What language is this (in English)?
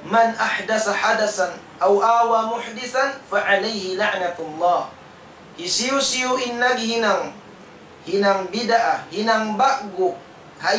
Tausug